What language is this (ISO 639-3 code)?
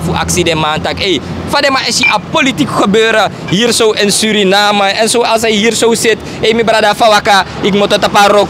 srn